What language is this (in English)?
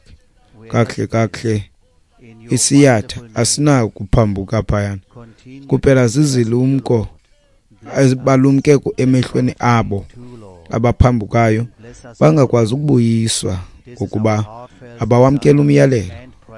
Xhosa